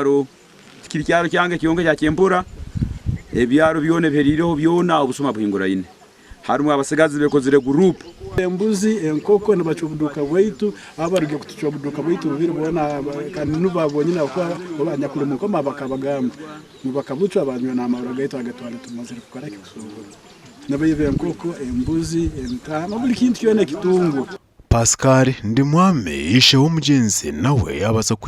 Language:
Nyankole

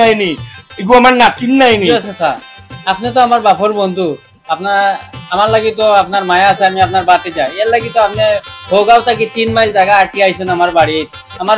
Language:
Sylheti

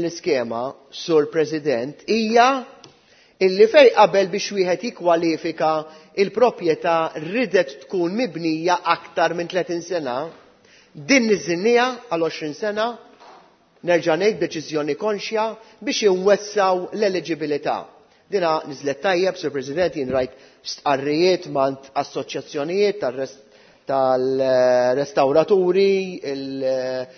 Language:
Maltese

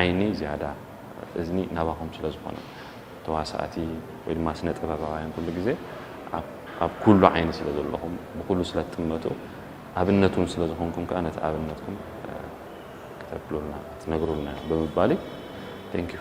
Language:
Tigrinya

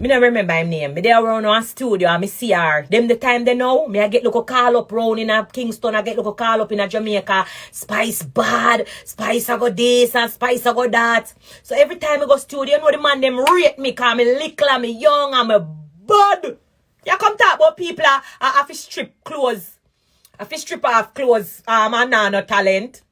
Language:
Jamaican Creole English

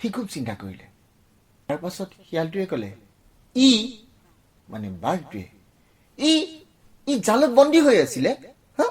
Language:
Assamese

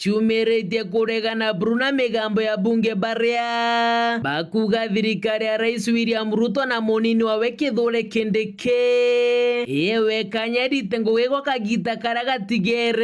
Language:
Meru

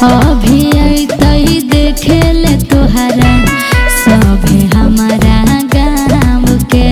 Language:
Magahi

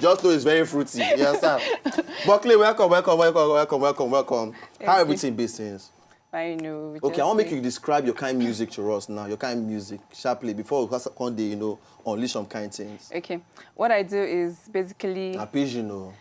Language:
Nigerian Pidgin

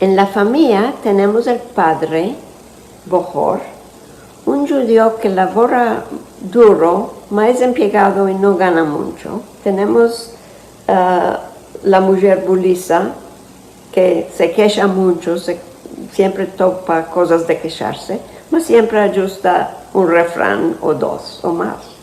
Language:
Ladino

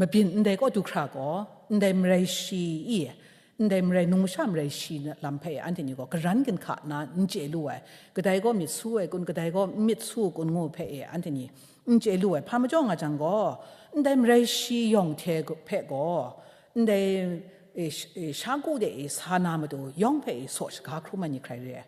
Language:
Kachin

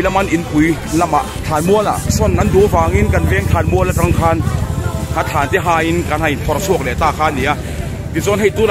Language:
Mizo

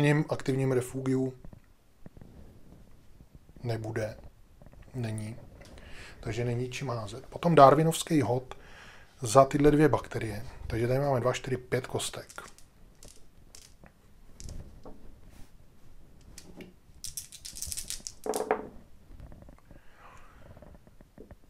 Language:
Czech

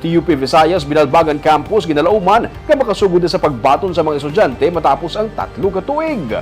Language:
Hiligaynon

